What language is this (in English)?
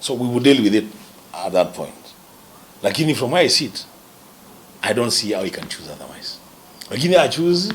Kamba